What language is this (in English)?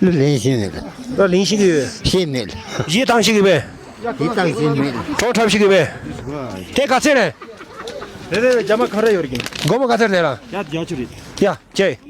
Tibetan